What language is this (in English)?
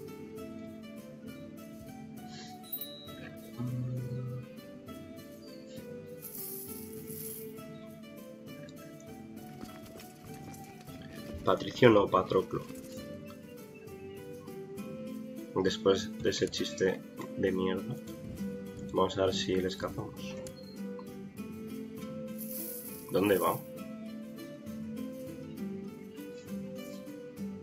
Spanish